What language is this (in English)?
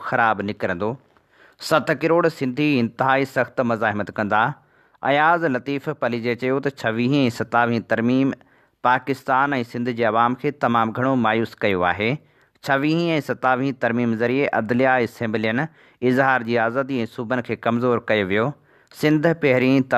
Sindhi